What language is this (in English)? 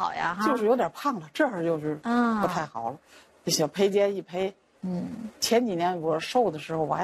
Chinese